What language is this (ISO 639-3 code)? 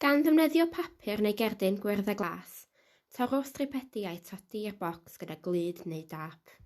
cym